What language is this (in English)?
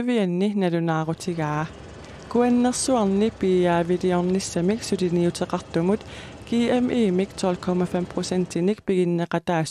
Kalaallisut